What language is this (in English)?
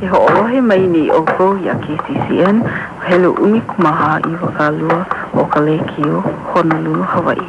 Hawaiian